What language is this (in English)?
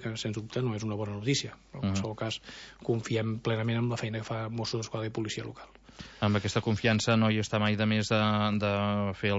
Catalan